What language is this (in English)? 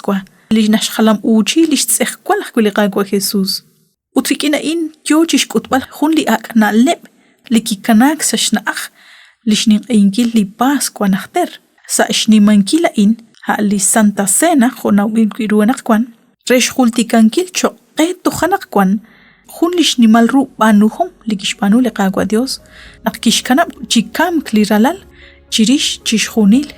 Kekchí